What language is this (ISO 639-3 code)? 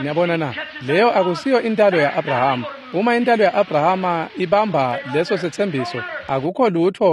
ssw